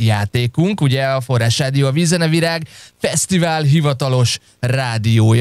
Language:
Hungarian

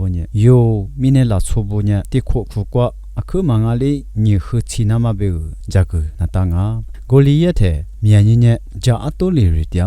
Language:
Lisu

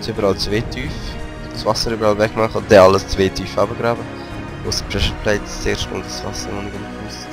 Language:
Swiss German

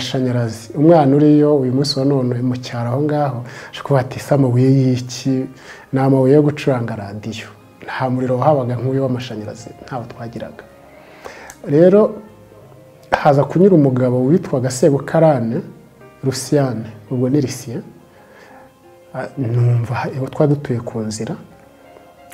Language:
Kinyarwanda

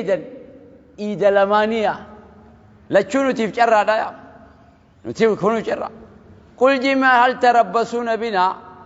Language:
Oromo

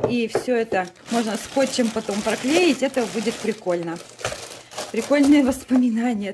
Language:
Russian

